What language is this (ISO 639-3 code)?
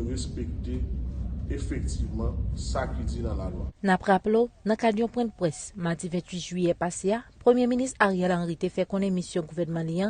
hat